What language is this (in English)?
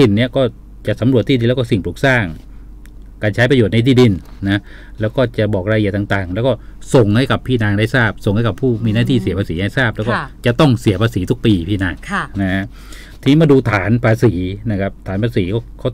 Thai